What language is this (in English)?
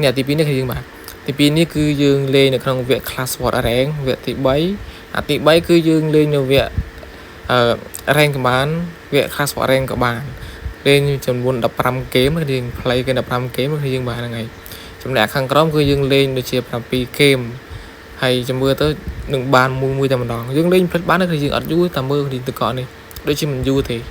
Khmer